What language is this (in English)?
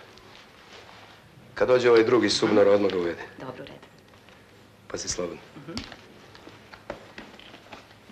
Serbian